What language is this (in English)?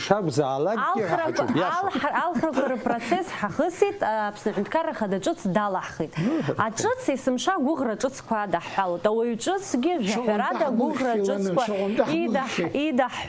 Abkhazian